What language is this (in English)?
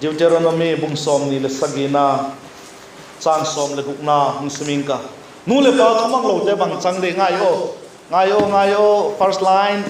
Vaiphei